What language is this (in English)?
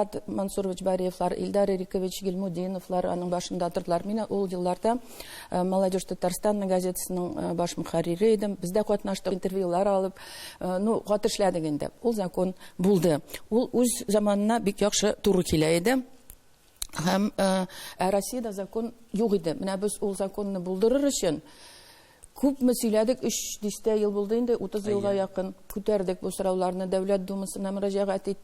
Tatar